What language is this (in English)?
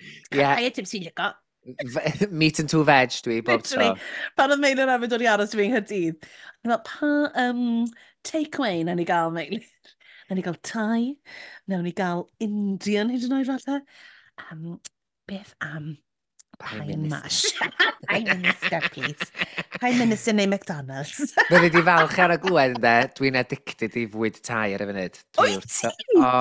Welsh